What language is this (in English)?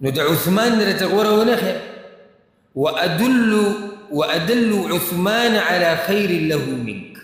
Pashto